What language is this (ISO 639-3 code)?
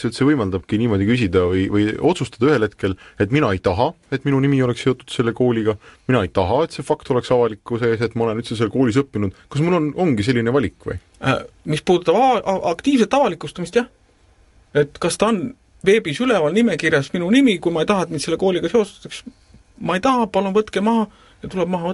est